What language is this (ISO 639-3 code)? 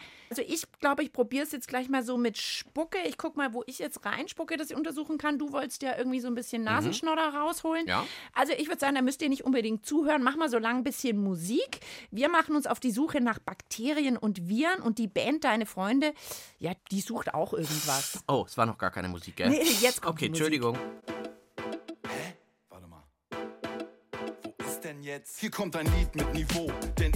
deu